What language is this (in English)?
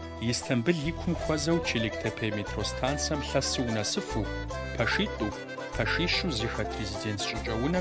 Kabardian